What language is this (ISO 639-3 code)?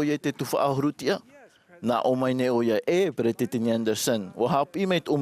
tah